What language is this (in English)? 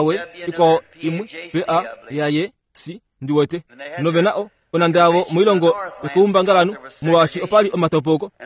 Kuanyama